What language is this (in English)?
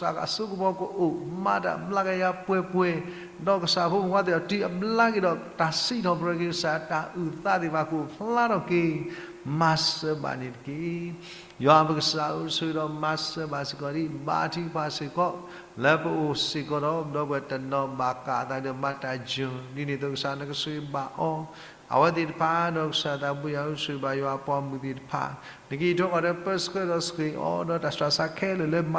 S'gaw Karen